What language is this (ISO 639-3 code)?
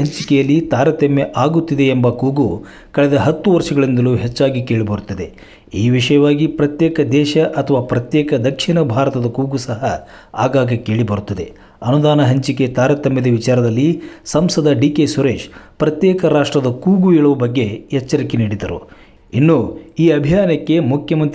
kan